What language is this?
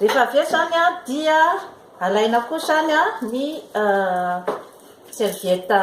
Malagasy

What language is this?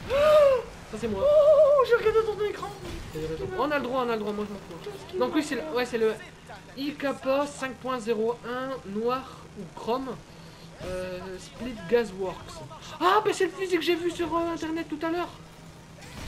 French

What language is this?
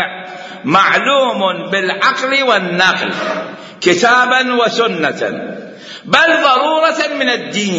Mesopotamian Arabic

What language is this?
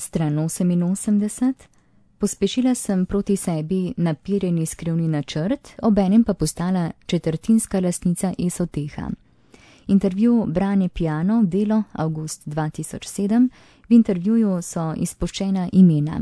Slovenian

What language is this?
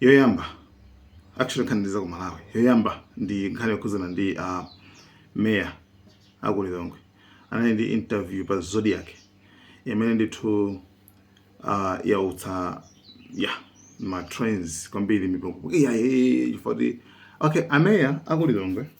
Nyanja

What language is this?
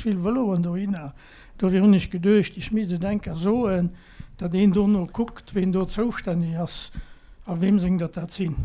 Luxembourgish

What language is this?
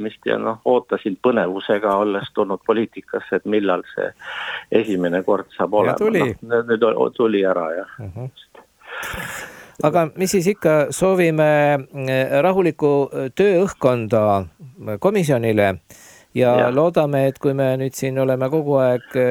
Estonian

